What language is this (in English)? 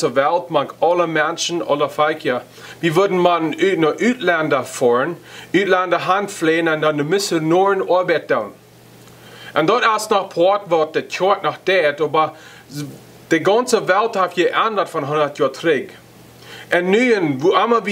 Plautdietsch